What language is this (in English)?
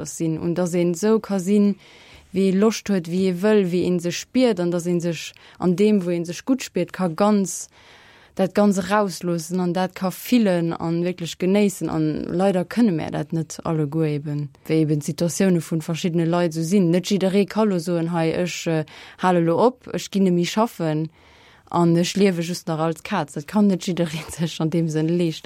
Luxembourgish